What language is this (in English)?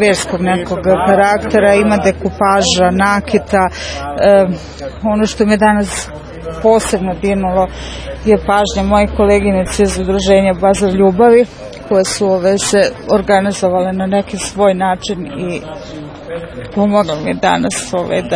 Serbian